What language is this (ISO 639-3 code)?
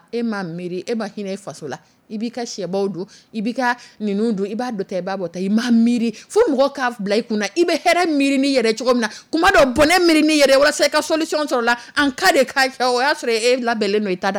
dyu